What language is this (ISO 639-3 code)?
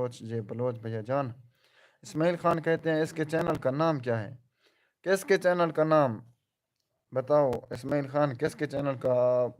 skr